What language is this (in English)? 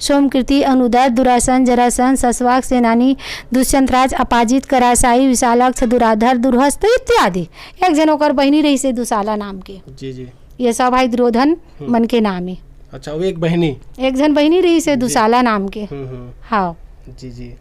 Chhattisgarhi